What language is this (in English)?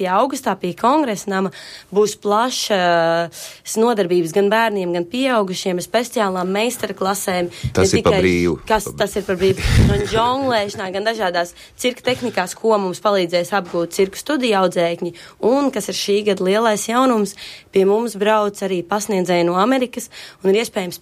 Latvian